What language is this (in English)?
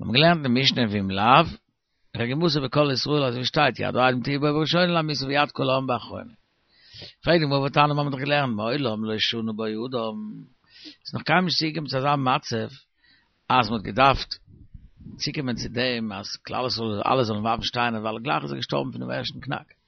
Yiddish